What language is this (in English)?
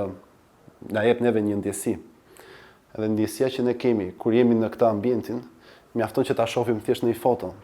Albanian